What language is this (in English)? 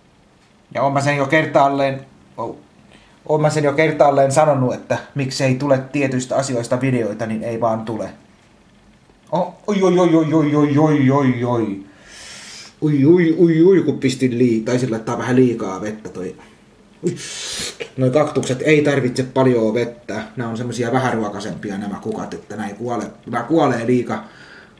Finnish